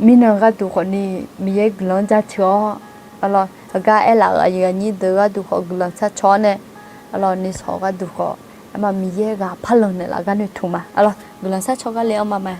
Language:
Akha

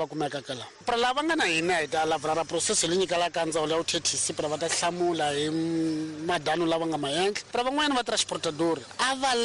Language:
Tsonga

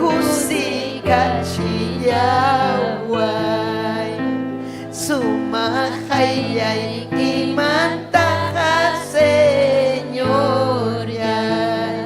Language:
Ayacucho Quechua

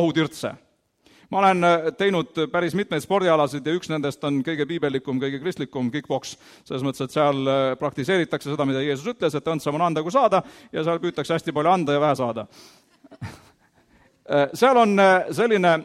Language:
Estonian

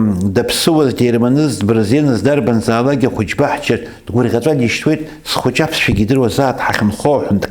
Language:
Abkhazian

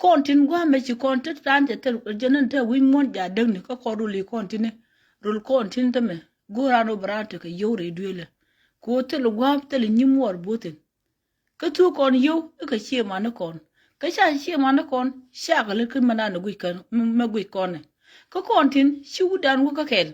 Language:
Nuer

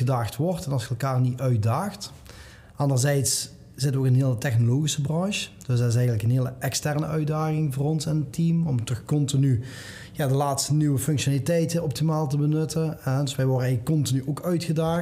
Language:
Dutch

